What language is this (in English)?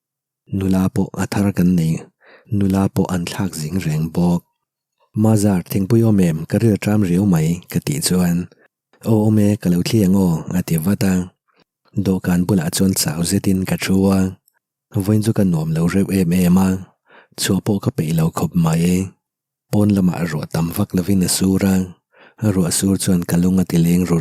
Mizo